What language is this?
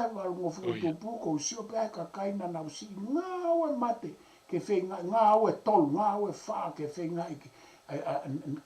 Tongan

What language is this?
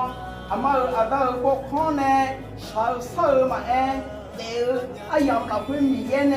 Akha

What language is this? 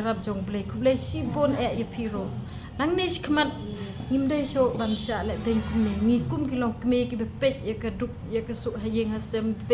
Khasi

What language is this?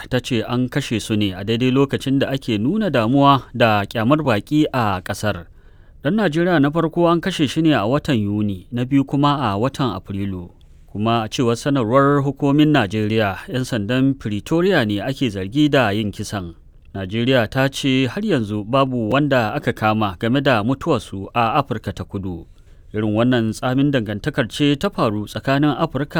Hausa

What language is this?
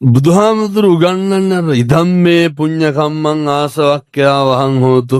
Sinhala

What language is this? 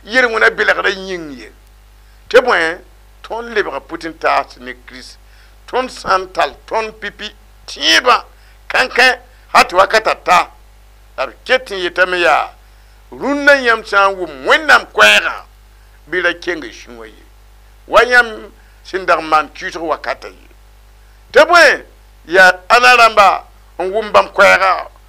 Mossi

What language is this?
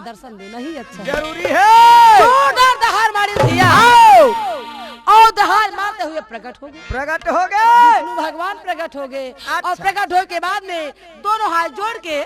Chhattisgarhi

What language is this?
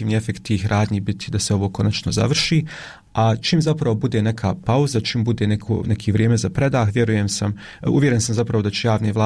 Bosnian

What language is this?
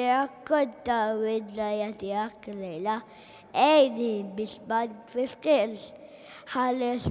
Maltese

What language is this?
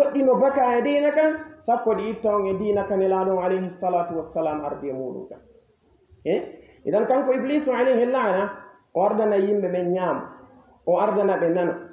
Fula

